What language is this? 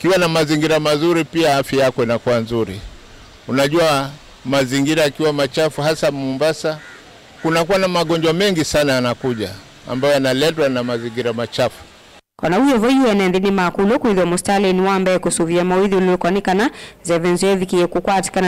Kamba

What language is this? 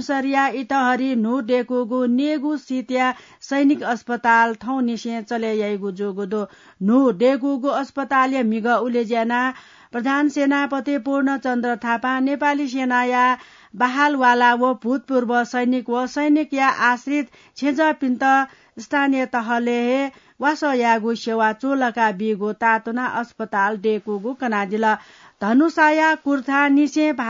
Newari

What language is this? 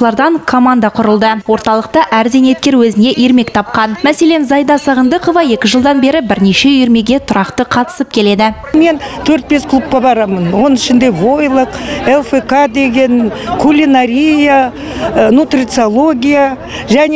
Kazakh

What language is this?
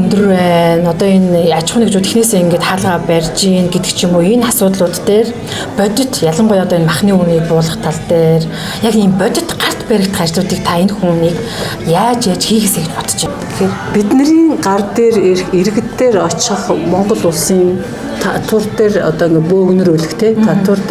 Mongolian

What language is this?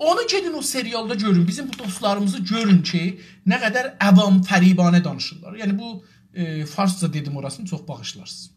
South Azerbaijani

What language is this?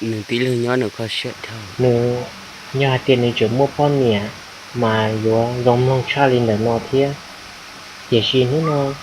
Hmong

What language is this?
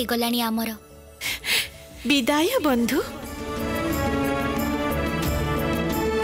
Odia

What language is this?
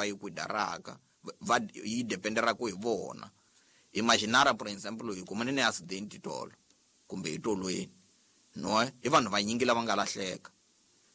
Tsonga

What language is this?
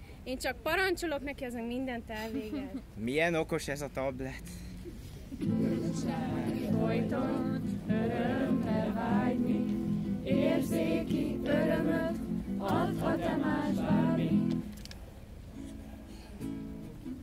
Hungarian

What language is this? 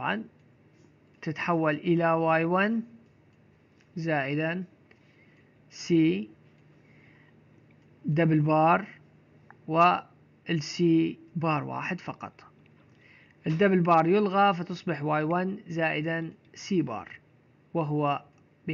Arabic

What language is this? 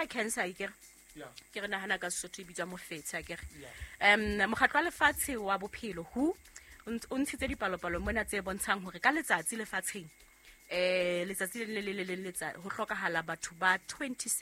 Southern Sotho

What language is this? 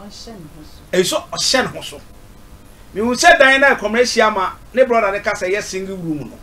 Akan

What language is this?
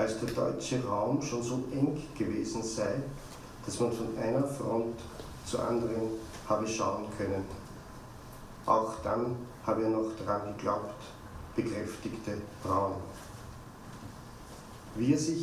German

